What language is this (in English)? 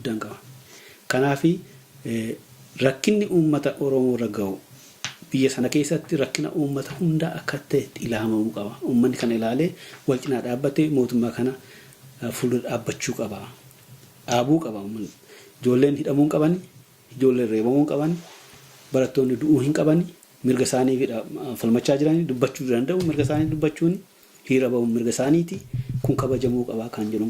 Oromo